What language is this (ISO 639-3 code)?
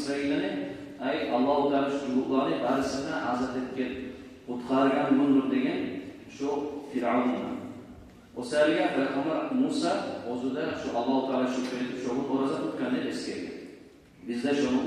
kum